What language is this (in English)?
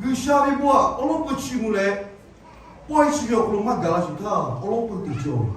Lahu